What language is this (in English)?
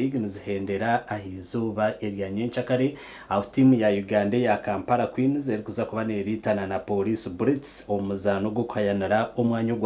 Nyankole